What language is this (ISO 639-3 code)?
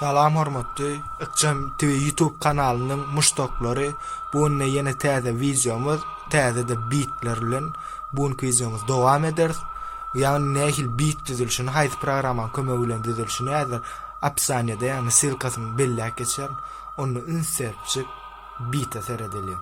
tuk